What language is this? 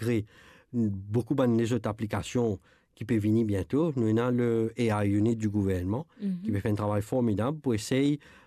Morisyen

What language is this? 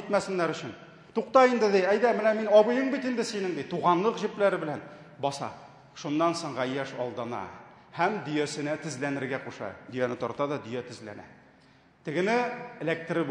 Tatar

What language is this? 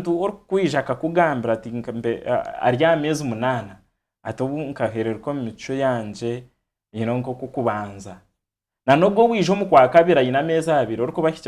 Nyankole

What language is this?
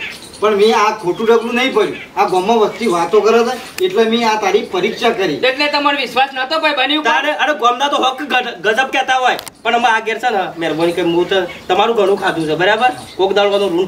Gujarati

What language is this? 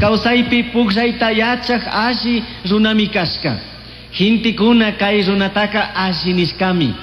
Chimborazo Highland Quichua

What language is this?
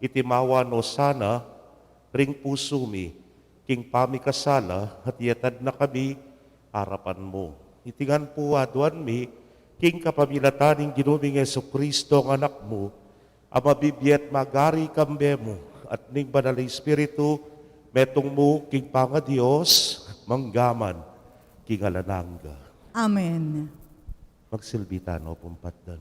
Pampanga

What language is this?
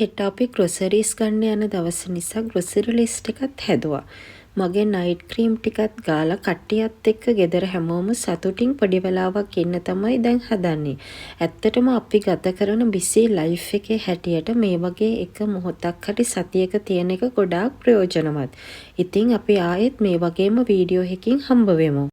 Sinhala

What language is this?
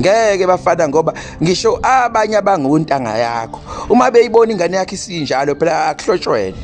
Zulu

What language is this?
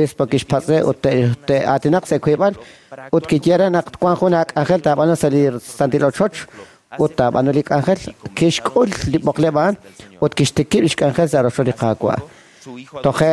Kekchí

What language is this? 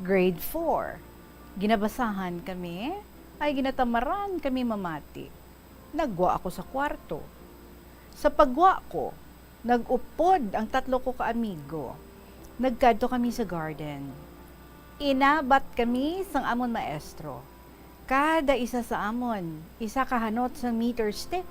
Hiligaynon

